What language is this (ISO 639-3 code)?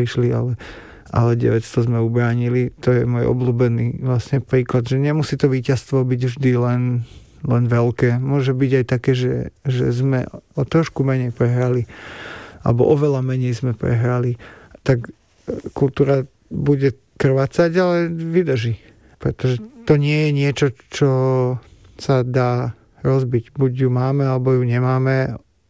slk